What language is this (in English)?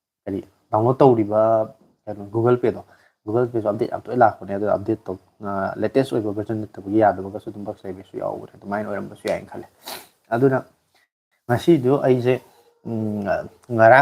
Manipuri